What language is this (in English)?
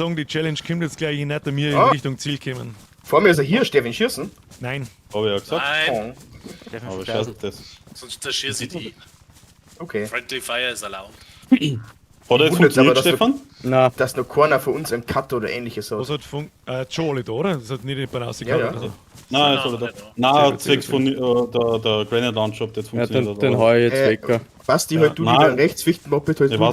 Bavarian